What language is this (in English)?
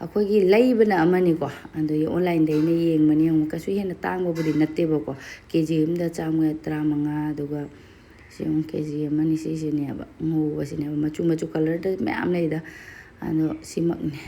Manipuri